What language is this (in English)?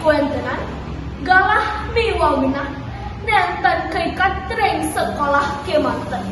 Balinese